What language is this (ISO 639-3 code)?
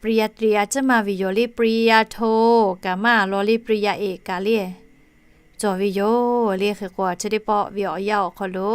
lhu